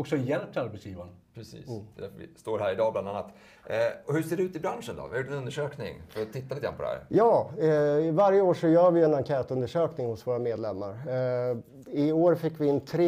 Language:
Swedish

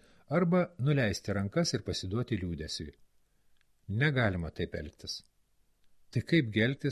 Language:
Lithuanian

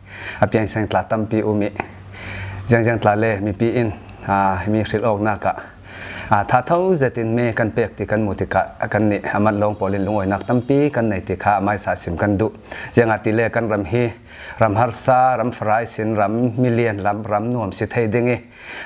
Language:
Falam Chin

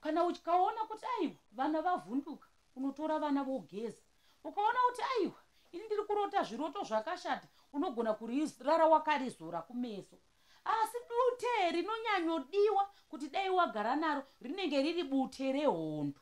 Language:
Shona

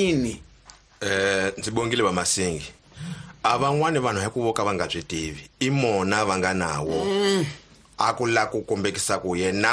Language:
Tsonga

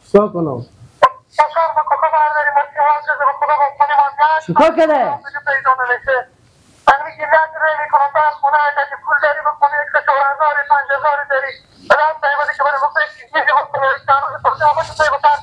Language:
Persian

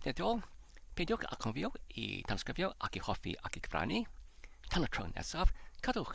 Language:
Welsh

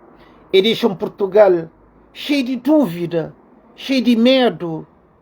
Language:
Kabuverdianu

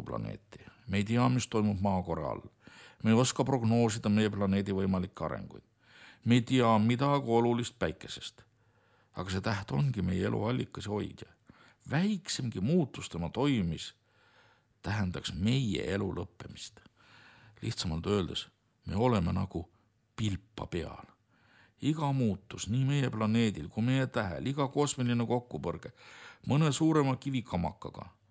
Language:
Estonian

